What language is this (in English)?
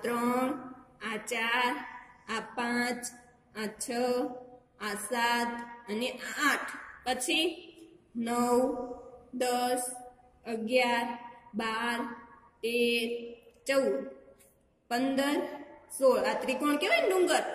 Gujarati